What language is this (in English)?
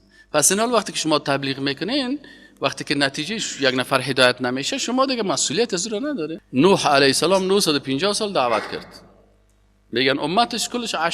Persian